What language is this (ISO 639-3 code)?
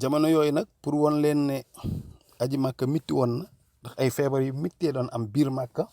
wol